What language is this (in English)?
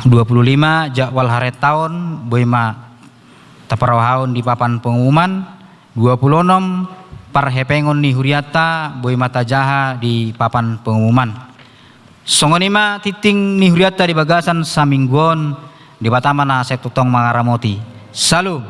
Batak Toba